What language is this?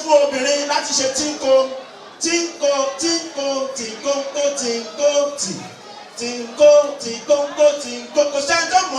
Yoruba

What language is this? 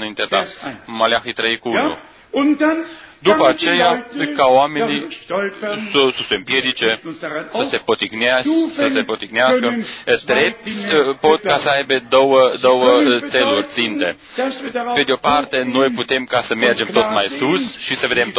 Romanian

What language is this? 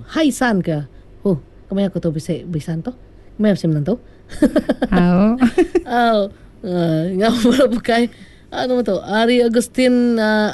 Iban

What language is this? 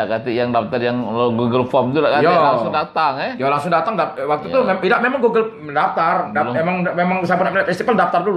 Musi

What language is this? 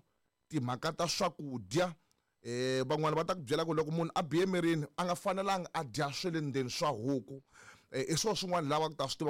Tsonga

